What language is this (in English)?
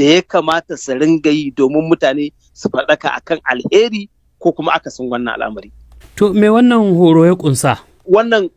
Hausa